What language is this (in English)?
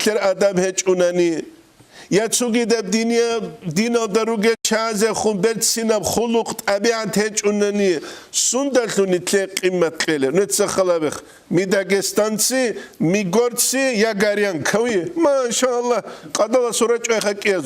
Avaric